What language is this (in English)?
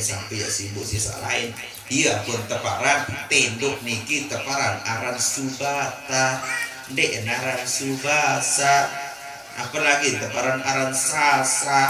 Sasak